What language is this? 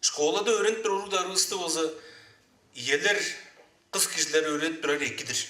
Tuvinian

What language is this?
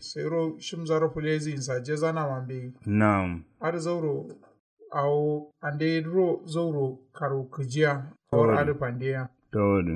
Kanuri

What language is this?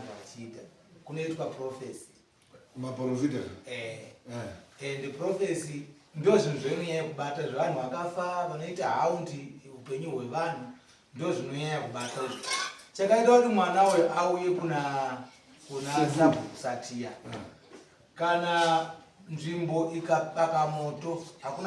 Shona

